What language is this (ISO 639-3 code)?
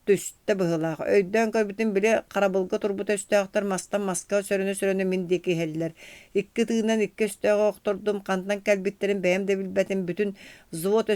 sah